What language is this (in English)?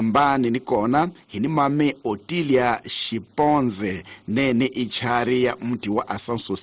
Tsonga